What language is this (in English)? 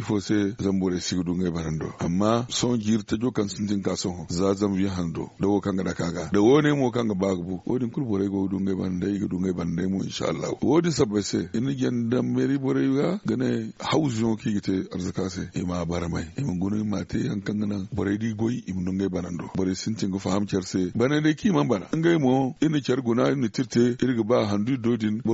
Zarma